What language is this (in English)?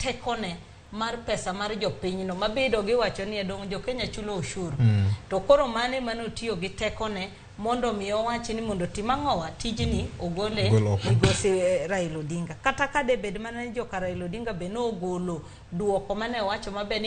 Luo (Kenya and Tanzania)